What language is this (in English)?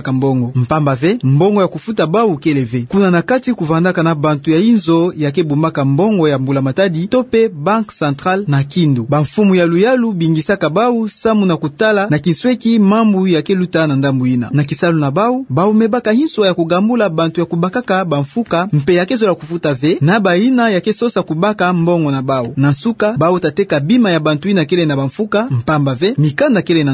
Kituba (Democratic Republic of Congo)